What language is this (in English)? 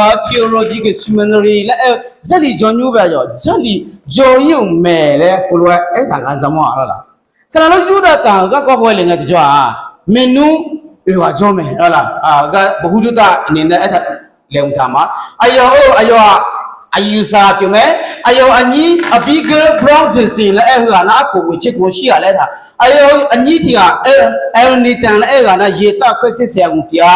Akha